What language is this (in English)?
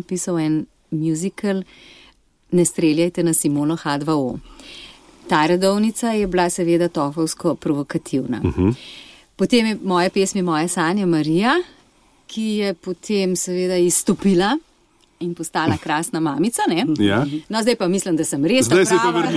Slovenian